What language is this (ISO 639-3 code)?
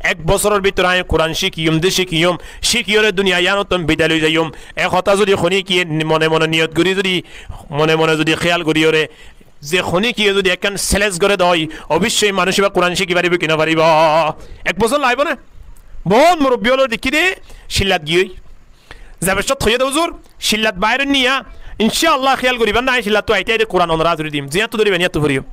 rhg